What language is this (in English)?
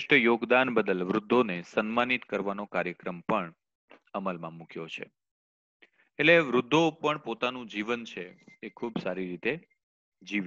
Gujarati